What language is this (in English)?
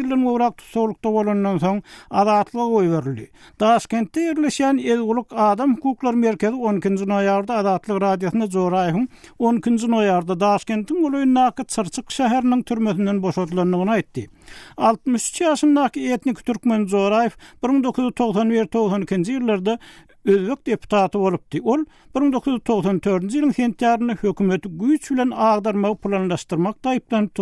Turkmen